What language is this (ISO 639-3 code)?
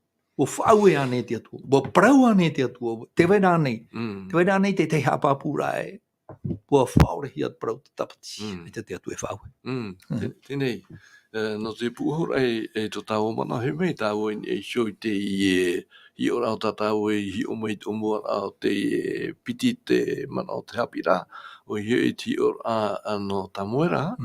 tah